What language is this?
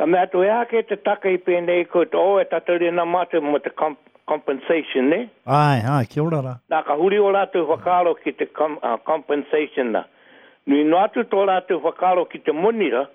Māori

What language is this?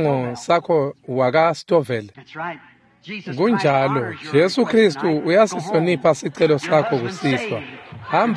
Swati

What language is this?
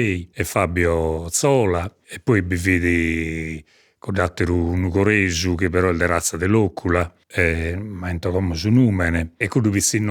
Sardinian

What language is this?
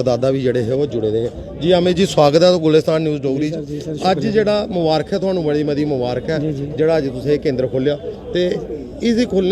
Dogri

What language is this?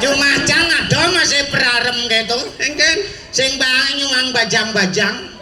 Balinese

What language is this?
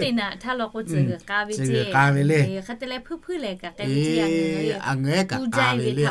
Lahu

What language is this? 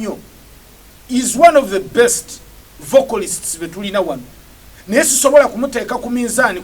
Ganda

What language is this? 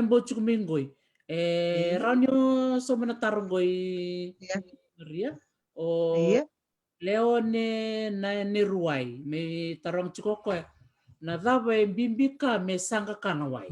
Fijian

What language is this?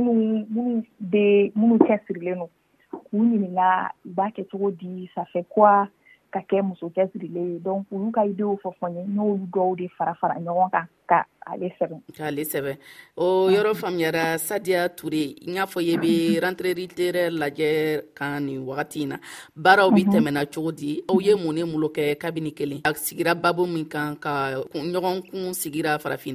Dyula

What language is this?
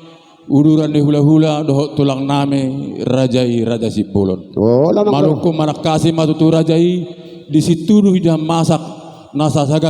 Batak Toba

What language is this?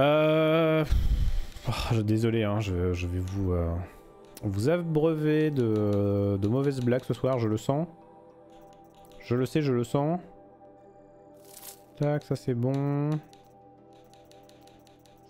French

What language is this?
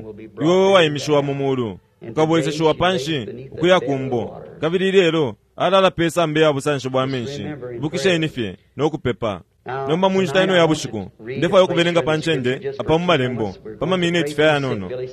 Bemba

